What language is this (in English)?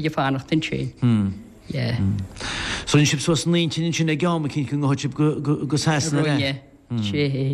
Irish